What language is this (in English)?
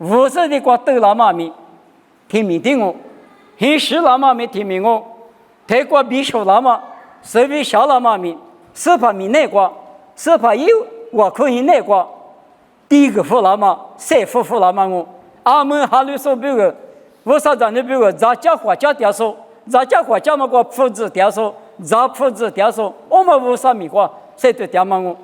Lisu